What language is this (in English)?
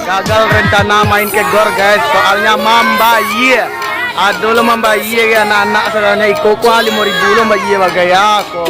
Minangkabau